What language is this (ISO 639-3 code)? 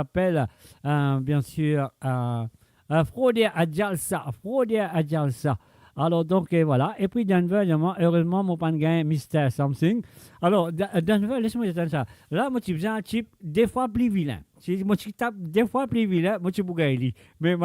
mfe